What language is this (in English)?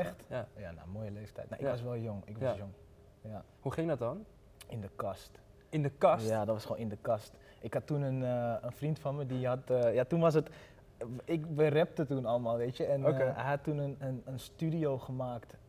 Dutch